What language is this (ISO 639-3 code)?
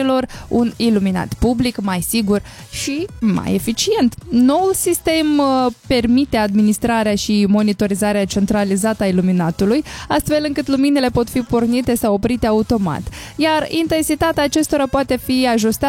ron